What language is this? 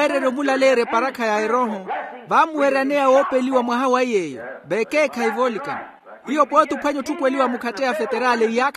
Makhuwa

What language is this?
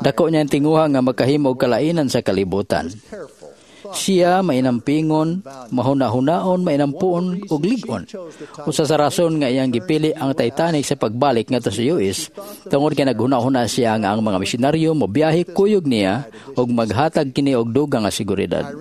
Cebuano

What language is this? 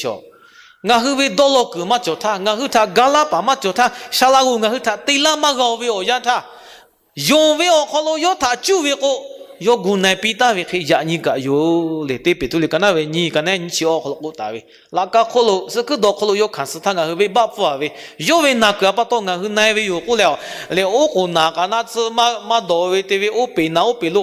Lahu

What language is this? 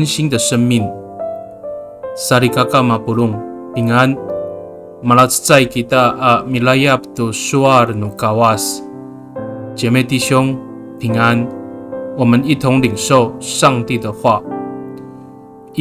Amis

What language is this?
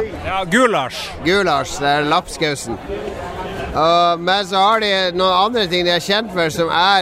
Norwegian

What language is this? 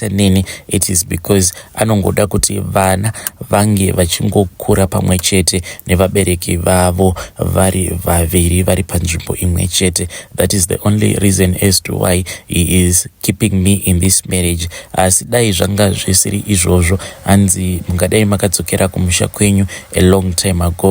Shona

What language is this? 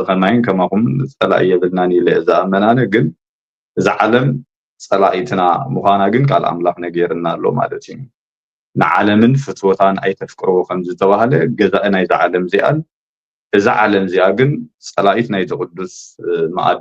Tigrinya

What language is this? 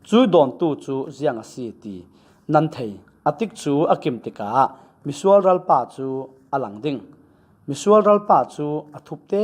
Falam Chin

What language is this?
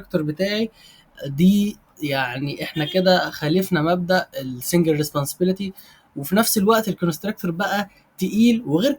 Egyptian Arabic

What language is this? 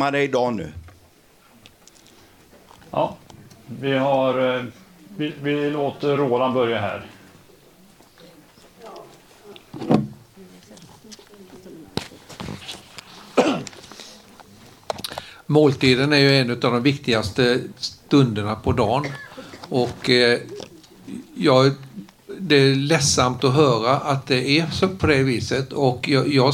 Swedish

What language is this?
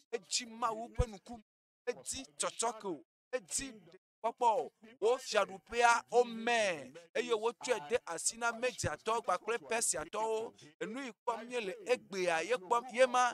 Ewe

